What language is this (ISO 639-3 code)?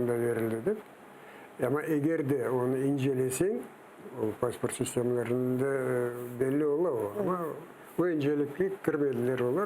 crh